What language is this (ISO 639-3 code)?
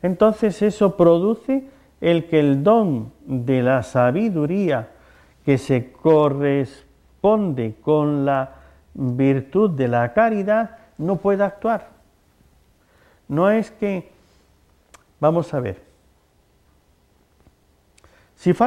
spa